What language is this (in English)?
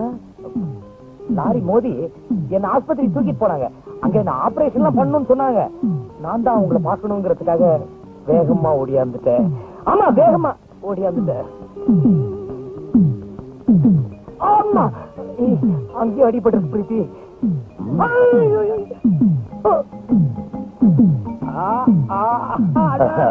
Tamil